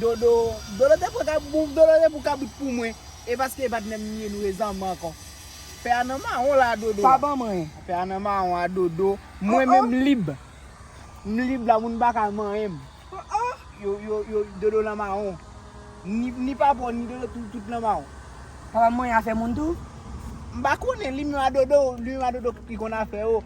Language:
Haitian Creole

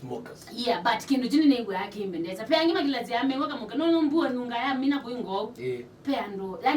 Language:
Kamba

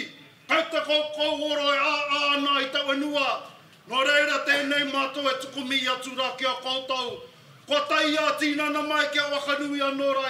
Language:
Māori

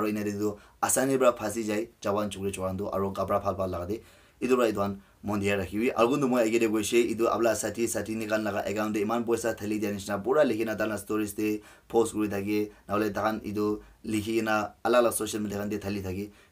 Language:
Naga Pidgin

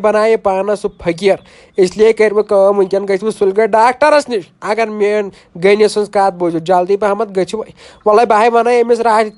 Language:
Kashmiri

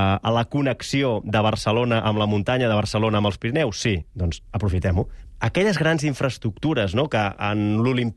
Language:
Catalan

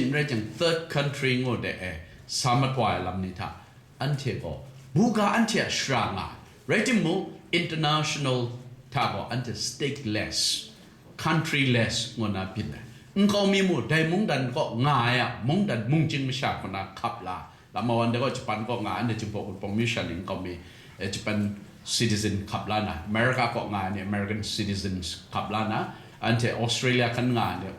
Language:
Kachin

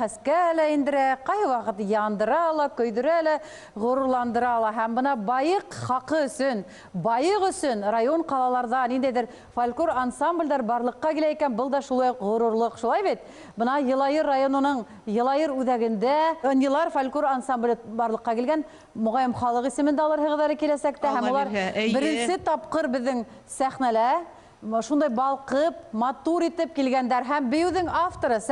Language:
Bashkir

